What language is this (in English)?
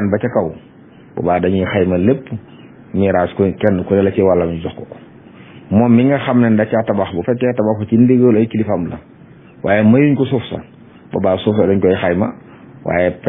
Wolof